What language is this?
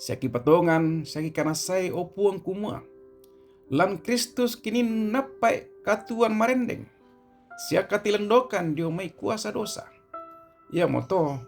Toraja-Sa'dan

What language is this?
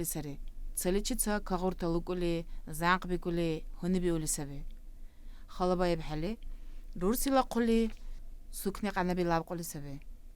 Dargwa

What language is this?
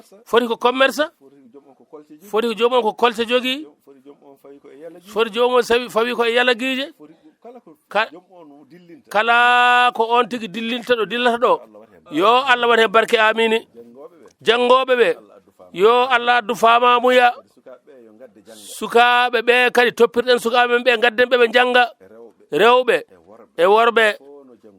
Fula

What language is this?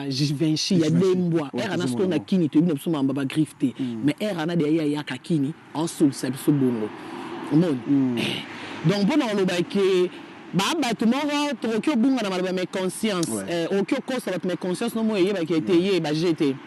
Lingala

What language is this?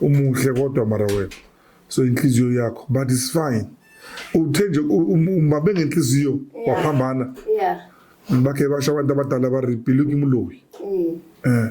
Zulu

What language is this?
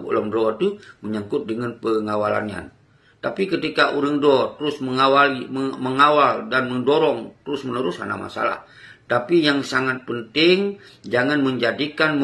Achinese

